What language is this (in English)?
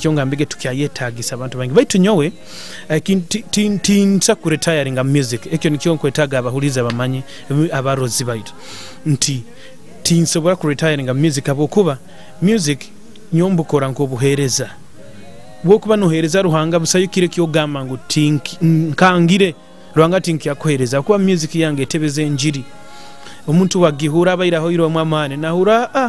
Nyoro